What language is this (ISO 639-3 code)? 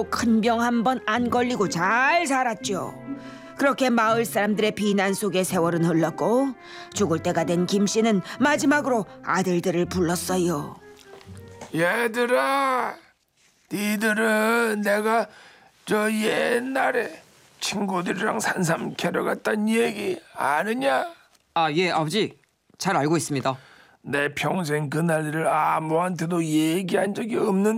kor